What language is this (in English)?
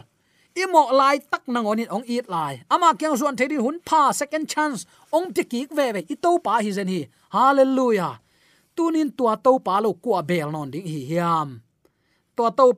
Tedim Chin